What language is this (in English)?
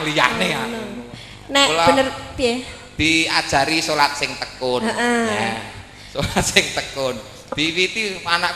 Javanese